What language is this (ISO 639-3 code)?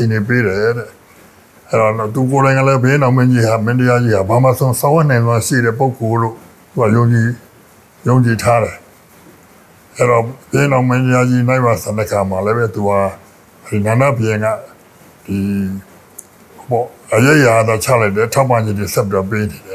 mya